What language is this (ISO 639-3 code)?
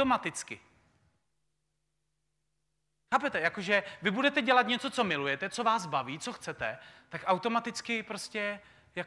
ces